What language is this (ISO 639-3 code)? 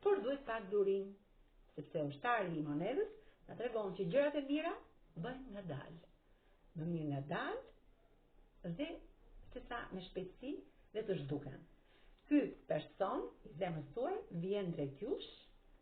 sqi